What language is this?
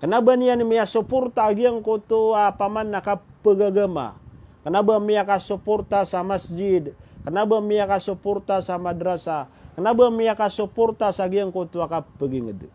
Maranao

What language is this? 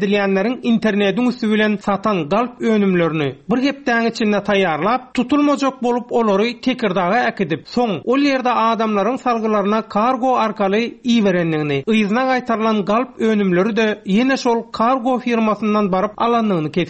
Turkmen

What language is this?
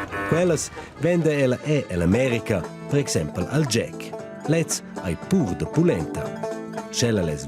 Romansh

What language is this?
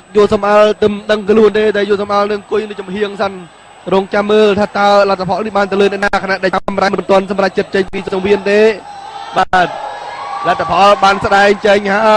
Khmer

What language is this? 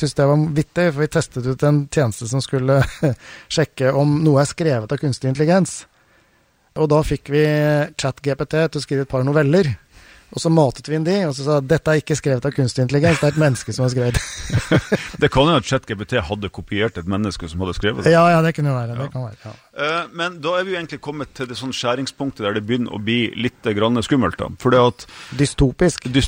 Norwegian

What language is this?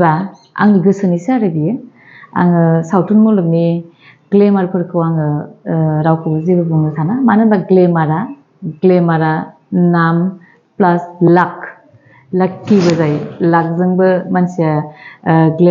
Bodo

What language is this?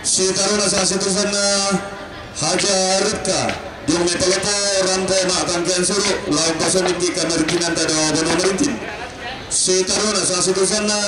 Toraja-Sa'dan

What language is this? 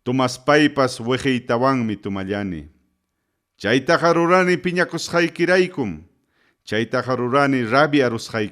Ayacucho Quechua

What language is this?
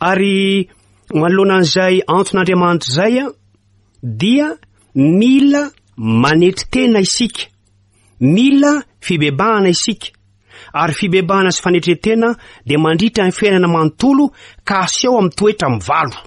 Malagasy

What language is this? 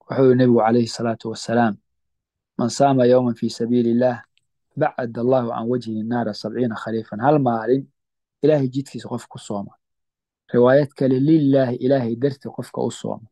Somali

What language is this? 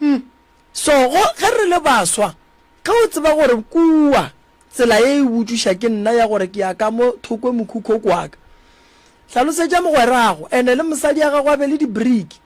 Northern Sotho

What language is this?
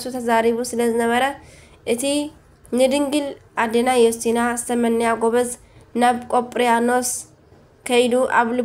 Tigrinya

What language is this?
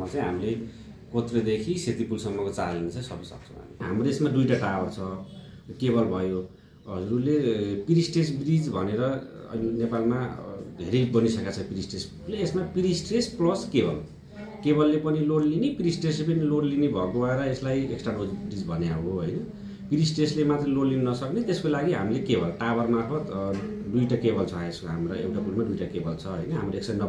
Nepali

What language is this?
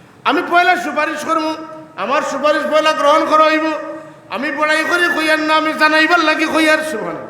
Sylheti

